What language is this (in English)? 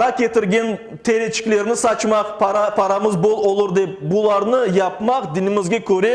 Crimean Tatar